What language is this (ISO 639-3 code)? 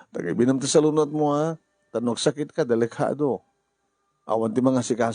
ilo